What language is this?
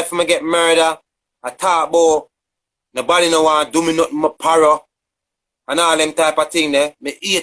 Jamaican Creole English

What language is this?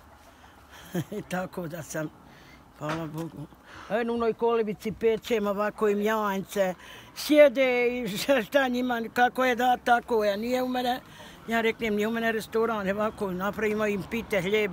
Bosnian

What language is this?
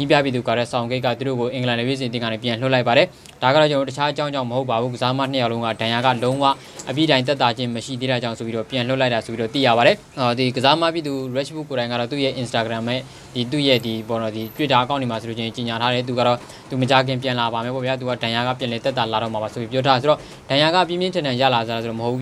Burmese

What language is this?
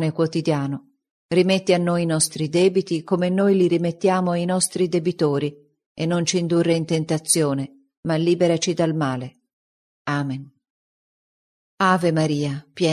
Italian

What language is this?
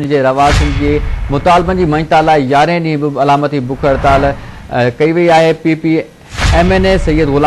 Sindhi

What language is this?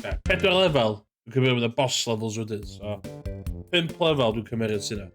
Welsh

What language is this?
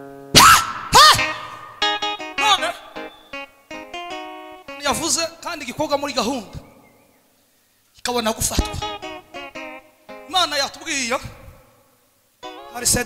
Kinyarwanda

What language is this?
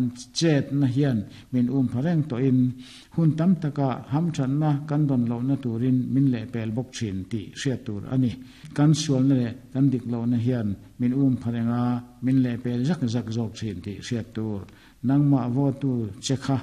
Mizo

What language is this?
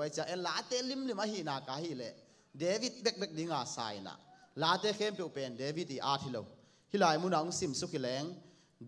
Tedim Chin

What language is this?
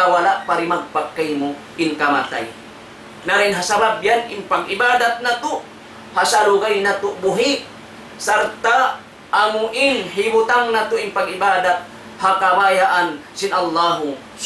Tausug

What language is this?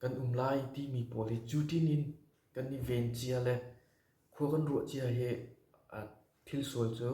Hakha Chin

